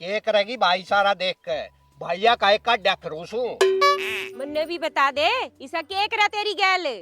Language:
Haryanvi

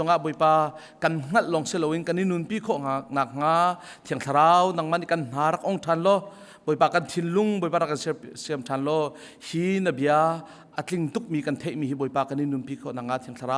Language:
Hakha Chin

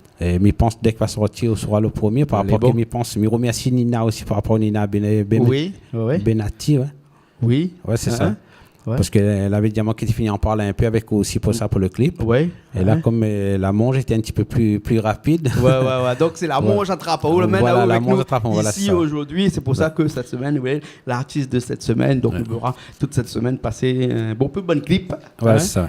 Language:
Réunion Creole French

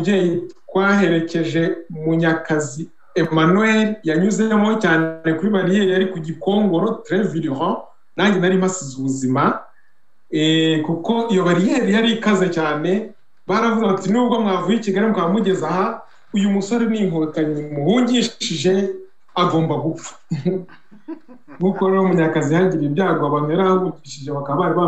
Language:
Kinyarwanda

